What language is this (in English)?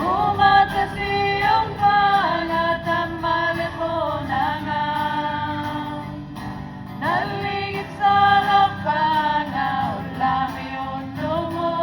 Inuktitut